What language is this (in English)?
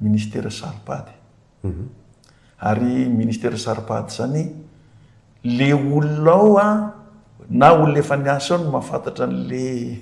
Malagasy